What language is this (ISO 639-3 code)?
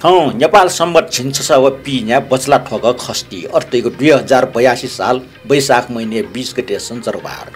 new